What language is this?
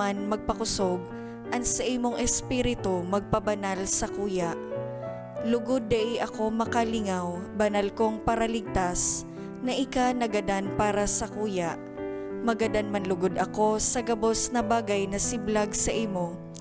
Bikol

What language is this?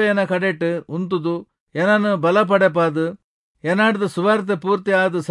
Tulu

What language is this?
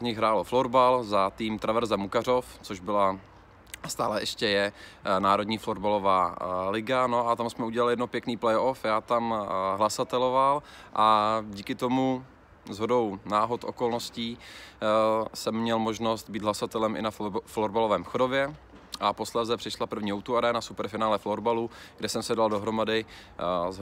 Czech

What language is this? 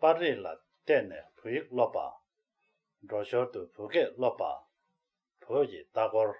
Tibetan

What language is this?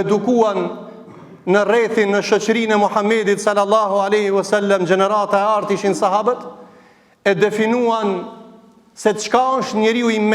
Albanian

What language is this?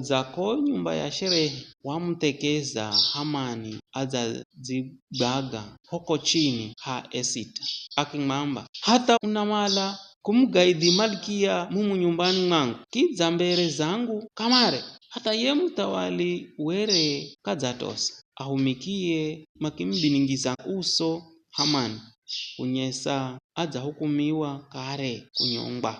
Giryama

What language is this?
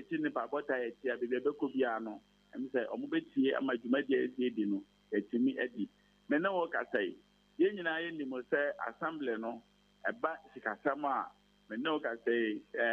Akan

